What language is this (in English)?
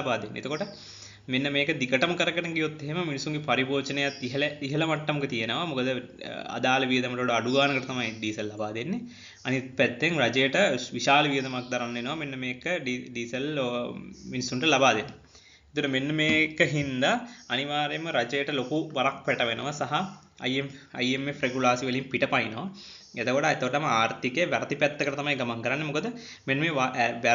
Sinhala